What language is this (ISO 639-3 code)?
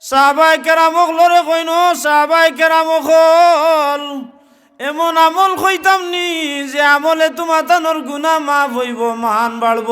syl